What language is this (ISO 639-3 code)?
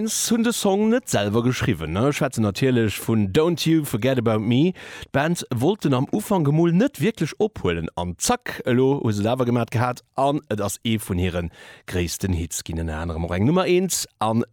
ltz